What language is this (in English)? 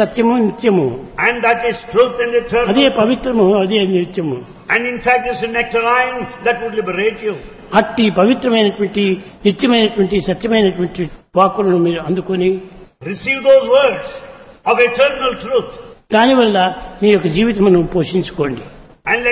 Telugu